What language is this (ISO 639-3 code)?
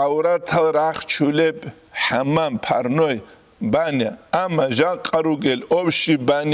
ava